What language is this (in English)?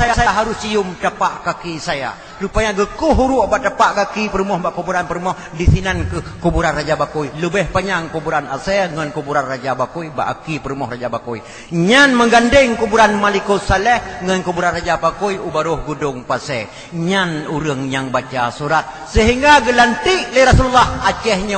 Achinese